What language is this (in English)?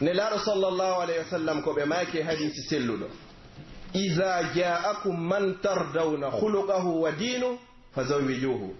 Pular